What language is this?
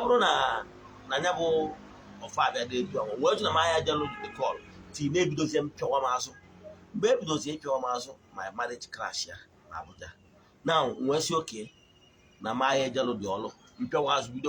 Igbo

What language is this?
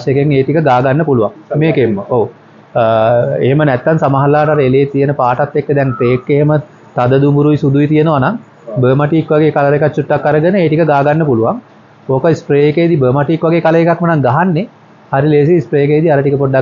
Sinhala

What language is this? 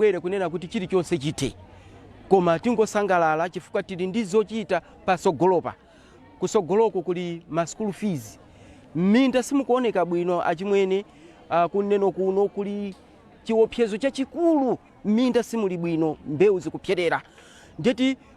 Nyanja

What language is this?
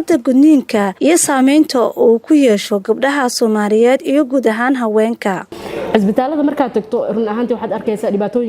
Somali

